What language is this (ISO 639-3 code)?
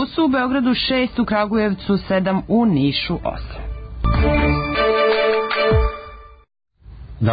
srp